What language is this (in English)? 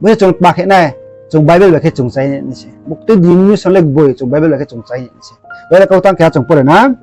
Riang (India)